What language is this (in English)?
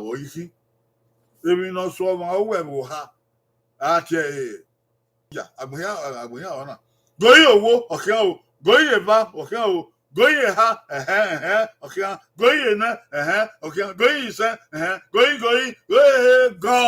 Bini